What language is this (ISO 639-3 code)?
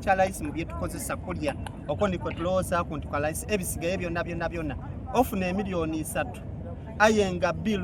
xog